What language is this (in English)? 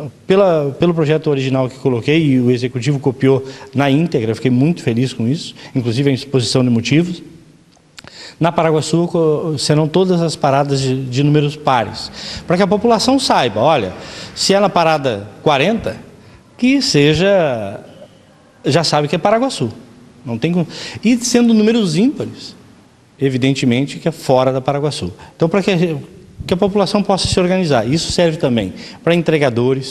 Portuguese